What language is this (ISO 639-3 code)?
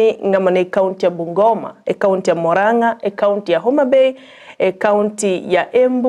guz